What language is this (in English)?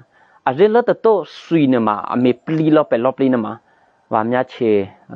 Eastern Kayah